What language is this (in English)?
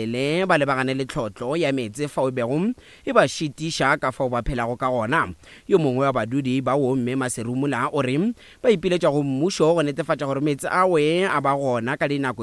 Northern Sotho